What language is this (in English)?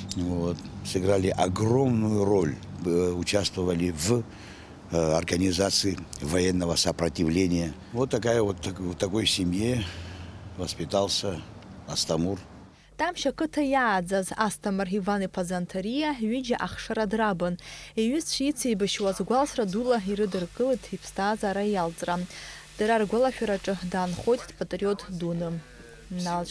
Abkhazian